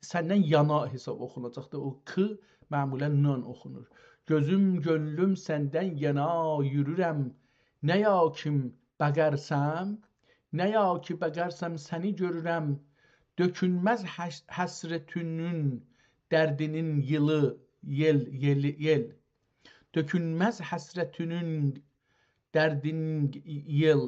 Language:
South Azerbaijani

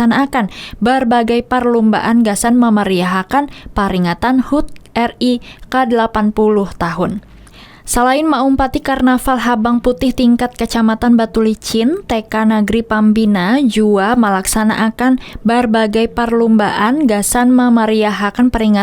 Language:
Banjar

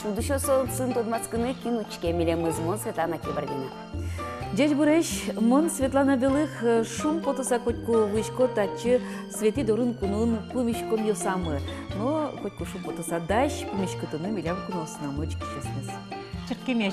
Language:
Udmurt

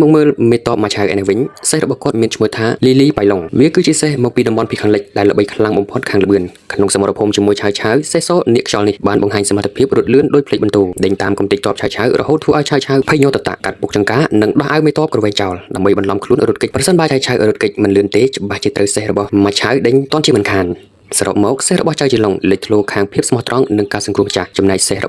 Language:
Khmer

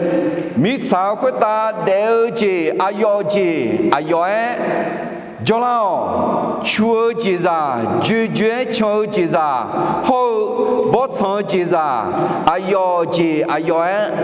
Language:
Akha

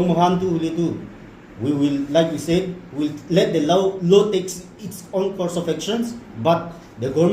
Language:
Naga Pidgin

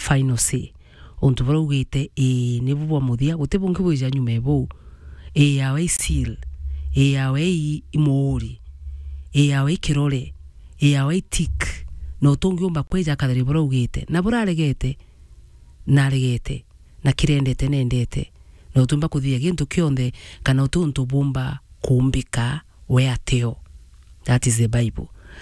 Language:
Meru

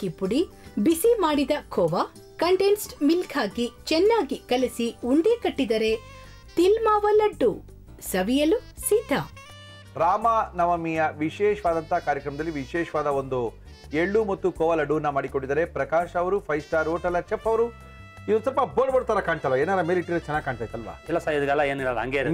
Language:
Kannada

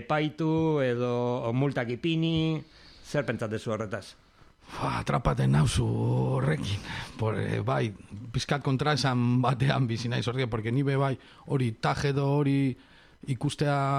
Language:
Basque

